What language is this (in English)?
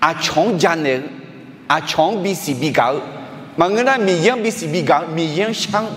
Akha